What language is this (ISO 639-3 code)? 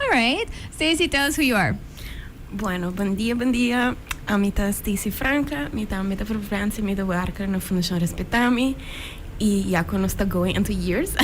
pap